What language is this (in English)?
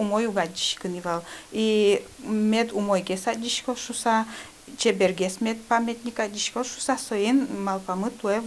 Udmurt